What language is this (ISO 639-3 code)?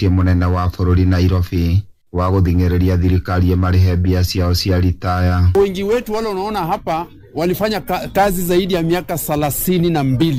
kik